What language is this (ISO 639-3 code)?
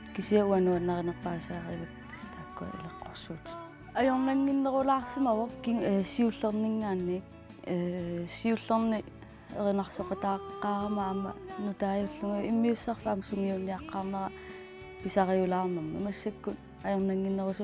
kal